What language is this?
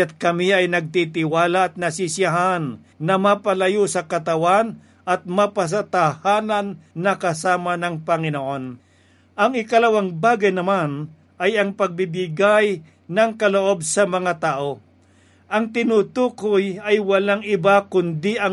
Filipino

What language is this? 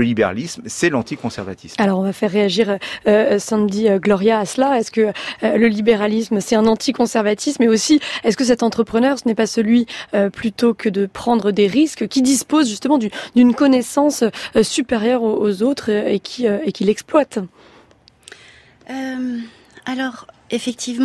French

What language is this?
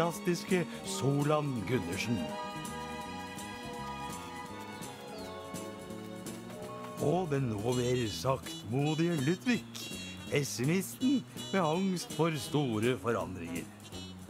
Norwegian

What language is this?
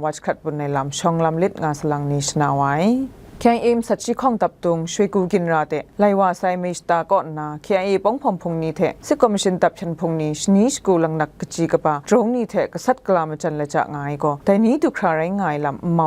Kachin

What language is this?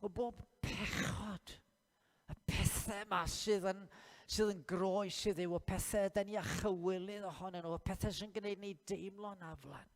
Welsh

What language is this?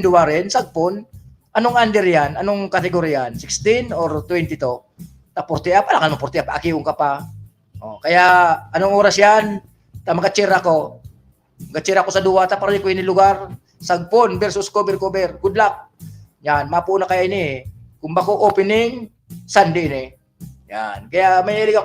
Bikol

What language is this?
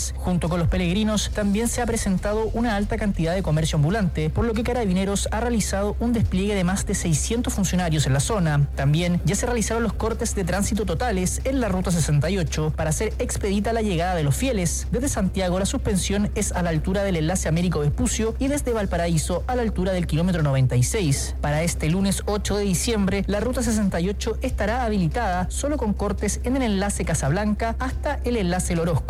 Spanish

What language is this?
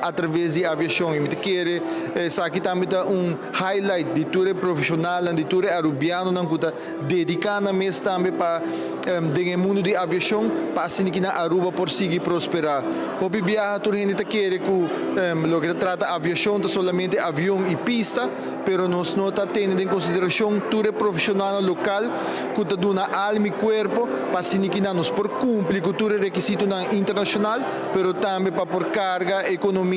Papiamento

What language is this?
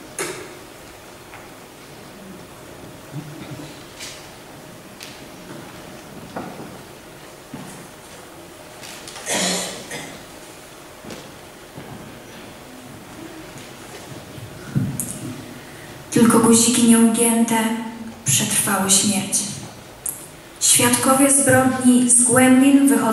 Polish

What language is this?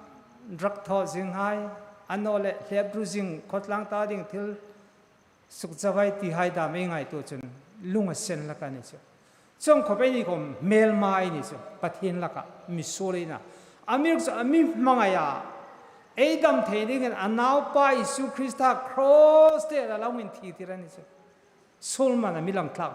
Hmar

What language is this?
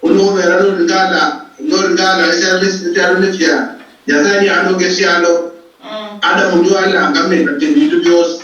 Luyia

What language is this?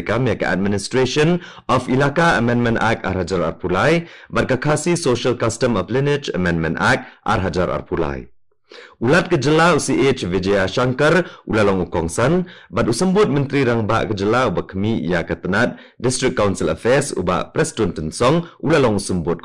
Khasi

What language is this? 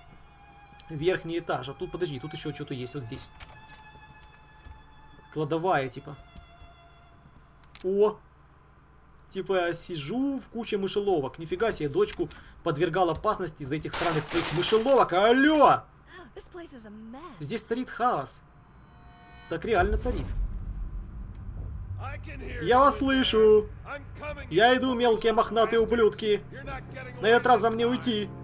Russian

